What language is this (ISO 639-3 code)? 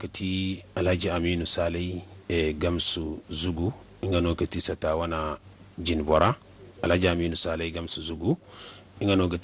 dje